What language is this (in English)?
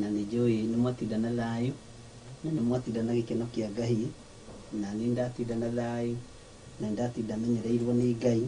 Kikuyu